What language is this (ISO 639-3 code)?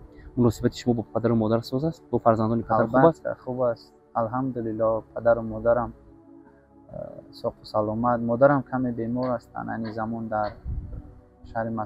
tgk